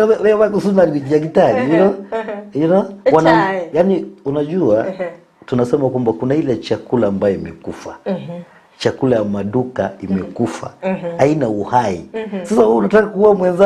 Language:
Gusii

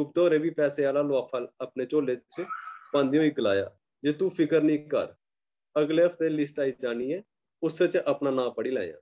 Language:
Dogri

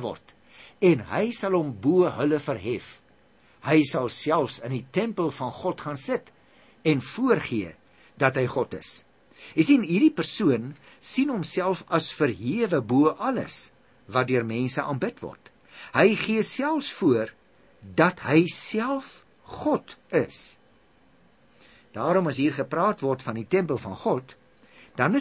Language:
Afrikaans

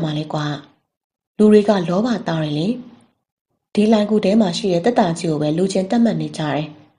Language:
Burmese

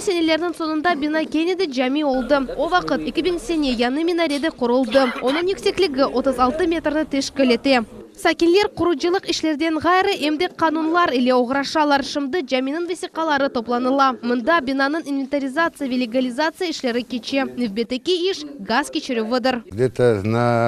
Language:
Crimean Tatar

